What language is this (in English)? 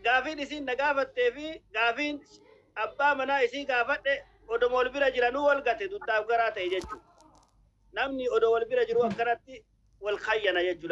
Oromo